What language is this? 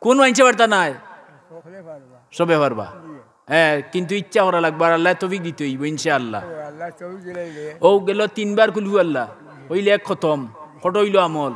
Sylheti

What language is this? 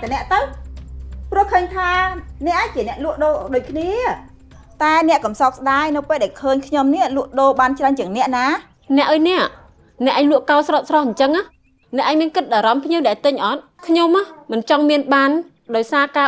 Khmer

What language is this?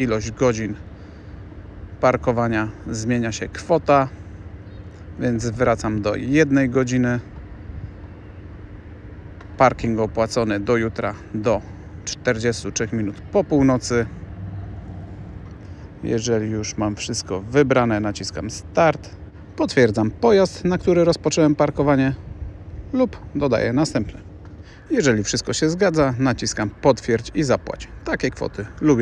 Polish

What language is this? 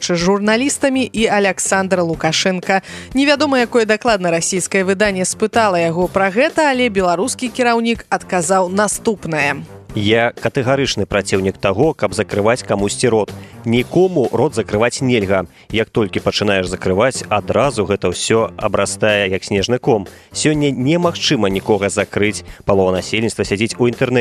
Belarusian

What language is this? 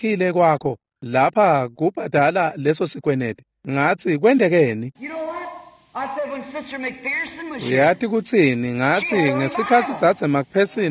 Swati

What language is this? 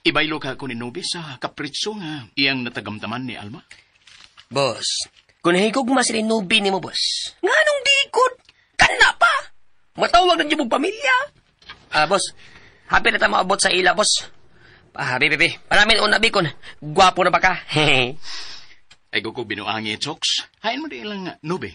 Cebuano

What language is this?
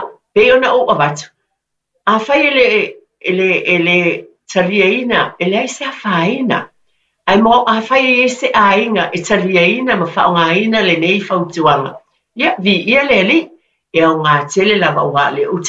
Samoan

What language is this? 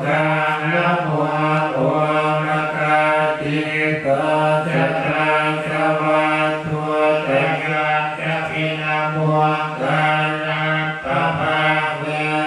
Pali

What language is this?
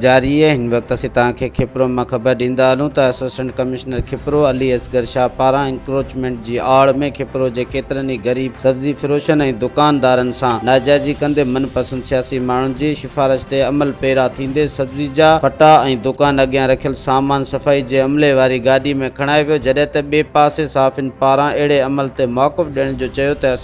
Sindhi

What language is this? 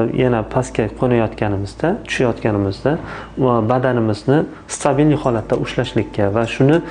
Uzbek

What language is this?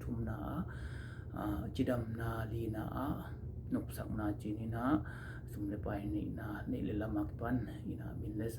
Tedim Chin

